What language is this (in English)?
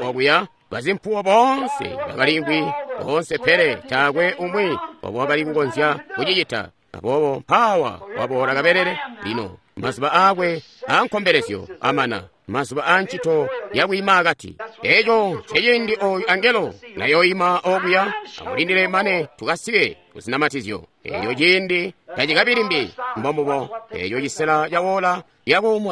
Tonga (Zambia)